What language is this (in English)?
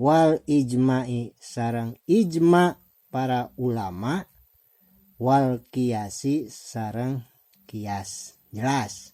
Sundanese